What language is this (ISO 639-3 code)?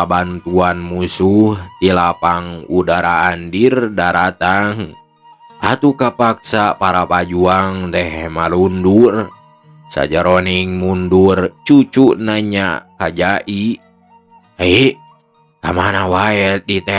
sun